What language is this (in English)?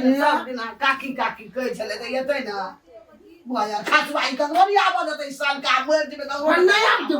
Maithili